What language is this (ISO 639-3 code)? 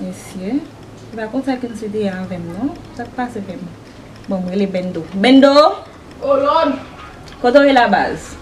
hat